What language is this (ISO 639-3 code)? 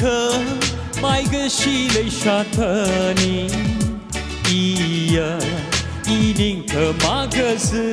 nmf